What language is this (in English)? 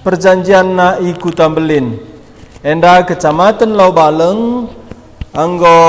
Batak Karo